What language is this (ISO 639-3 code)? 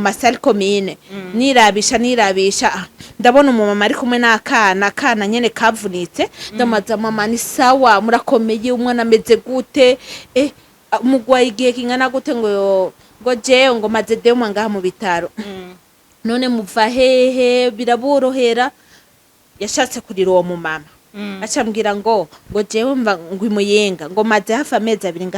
run